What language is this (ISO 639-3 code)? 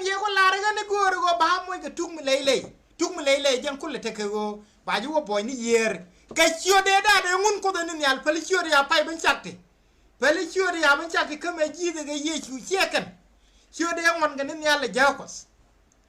nus